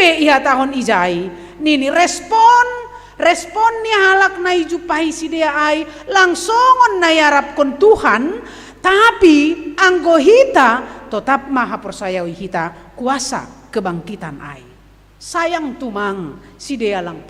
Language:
Batak Simalungun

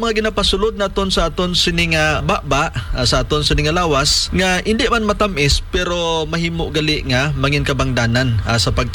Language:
Hiligaynon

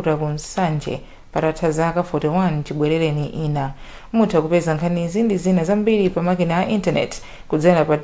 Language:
Nyanja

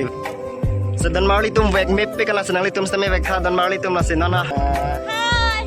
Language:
Karbi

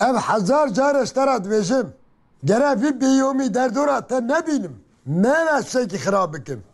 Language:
Kurdish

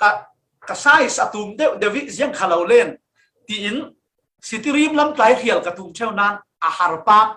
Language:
Falam Chin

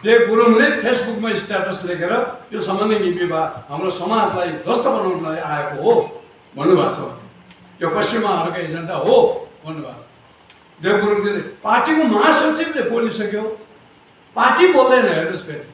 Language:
Nepali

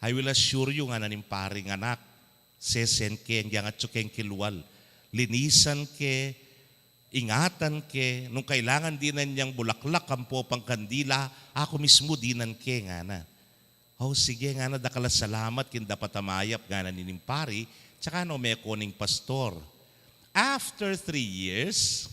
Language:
Pampanga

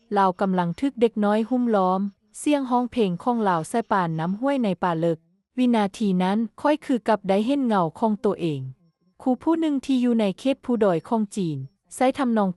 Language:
Lao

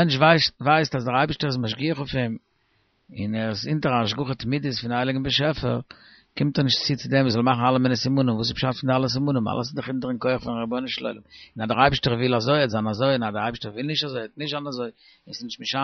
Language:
Yiddish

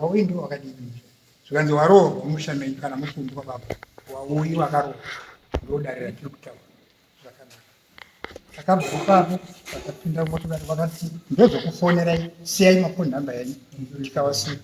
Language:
Shona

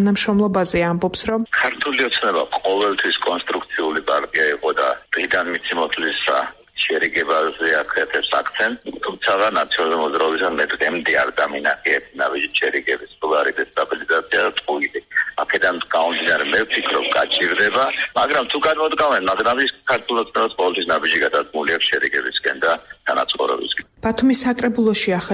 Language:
Georgian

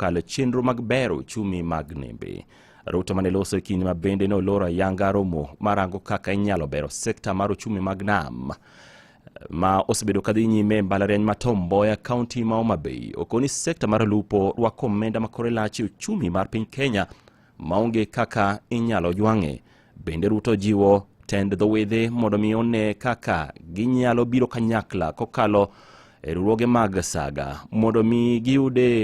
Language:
Luo (Kenya and Tanzania)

